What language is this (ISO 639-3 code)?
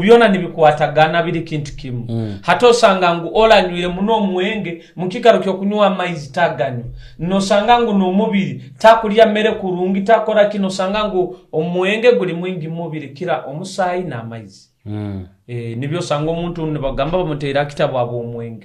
nyo